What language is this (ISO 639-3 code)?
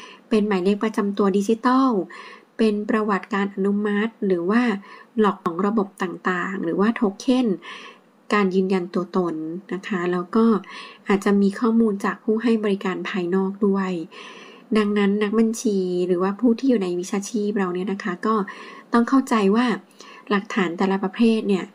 tha